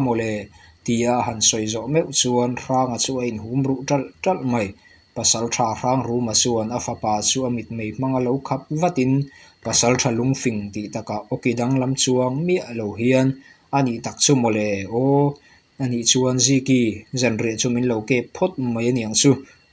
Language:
Mizo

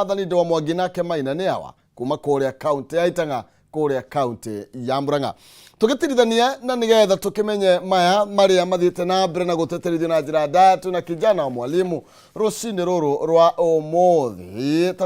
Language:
Kikuyu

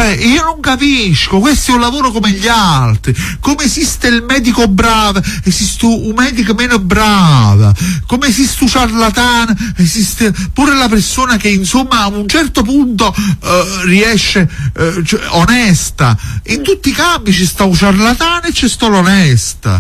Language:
Italian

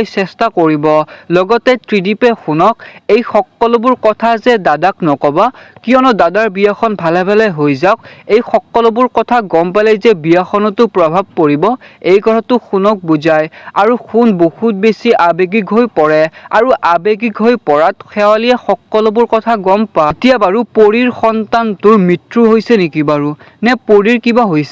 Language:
Assamese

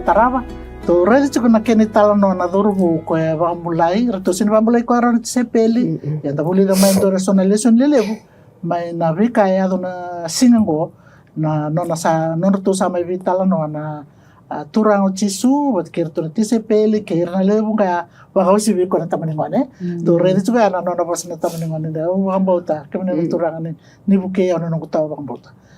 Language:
Fijian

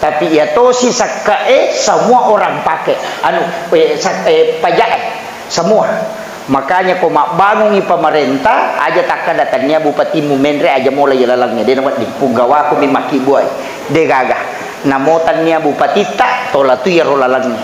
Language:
Buginese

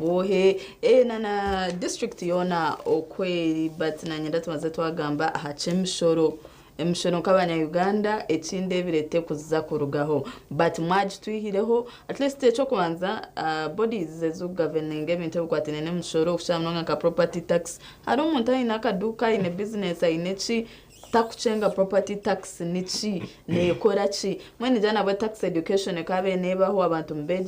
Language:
Nyankole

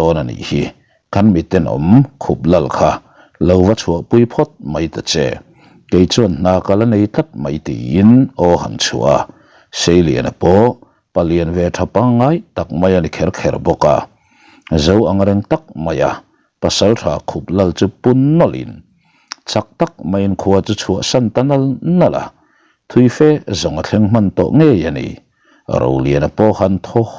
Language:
Mizo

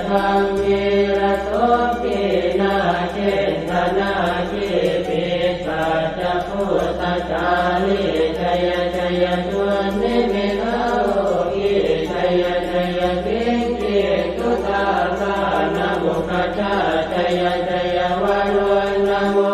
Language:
Pali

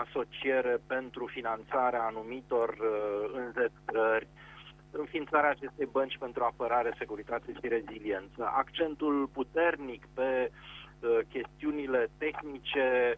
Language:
Romanian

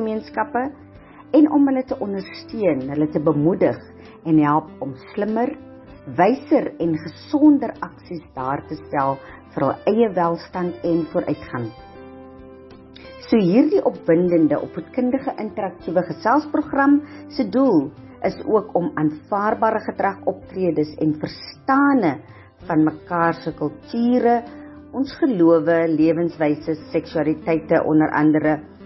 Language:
Afrikaans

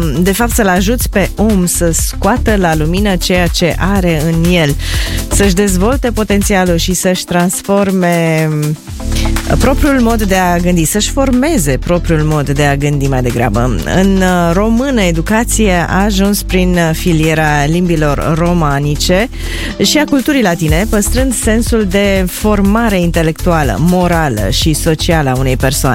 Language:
Romanian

